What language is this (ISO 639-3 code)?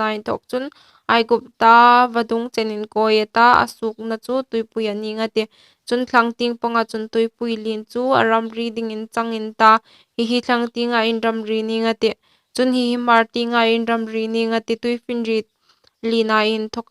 hmr